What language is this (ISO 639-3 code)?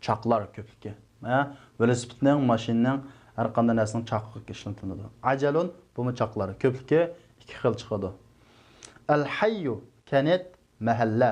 uig